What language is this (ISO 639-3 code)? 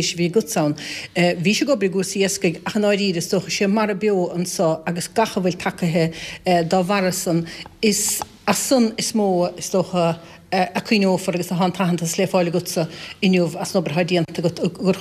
gle